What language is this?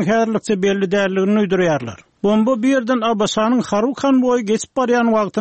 Kyrgyz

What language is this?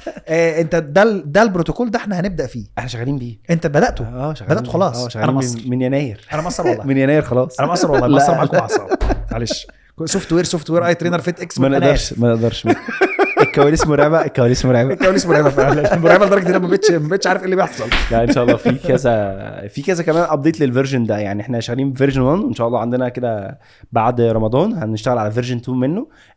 Egyptian Arabic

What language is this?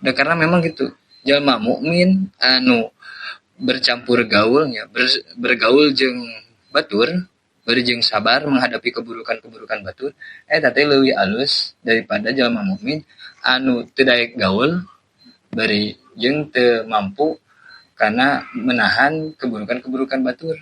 Sundanese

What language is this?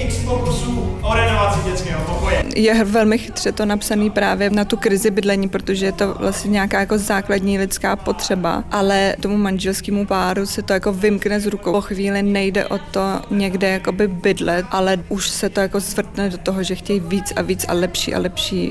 Czech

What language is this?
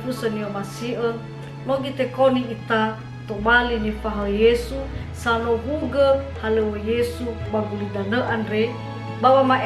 Nias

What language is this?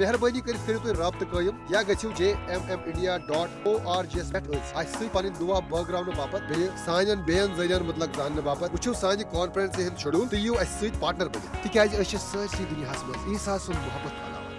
Kashmiri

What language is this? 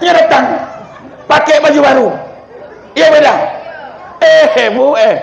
Minangkabau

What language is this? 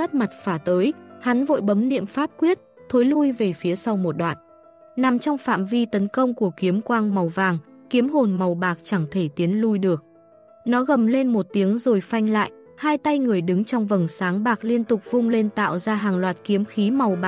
Vietnamese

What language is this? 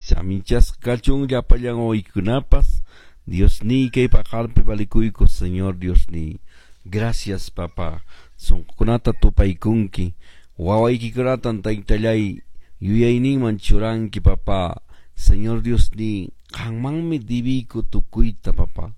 Quechua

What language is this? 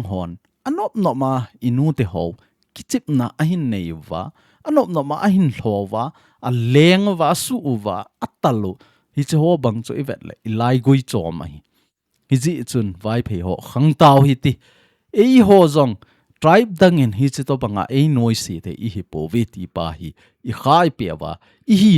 Thado Chin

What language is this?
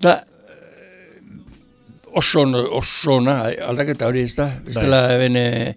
Basque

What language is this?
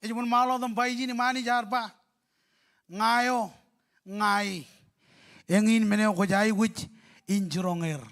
Marshallese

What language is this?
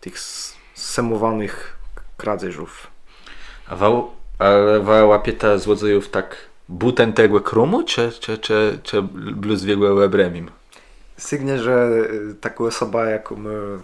Kashubian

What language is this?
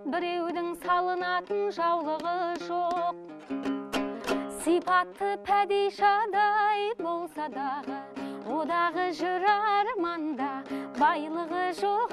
Kazakh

